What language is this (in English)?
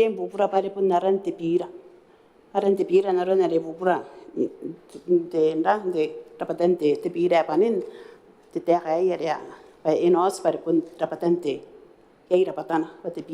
Gilbertese